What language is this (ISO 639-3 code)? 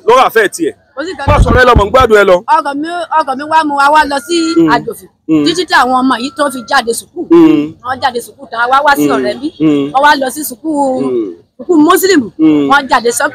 yor